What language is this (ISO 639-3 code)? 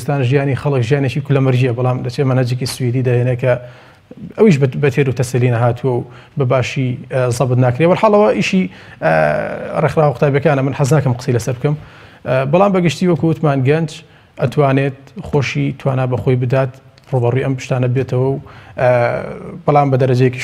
ckb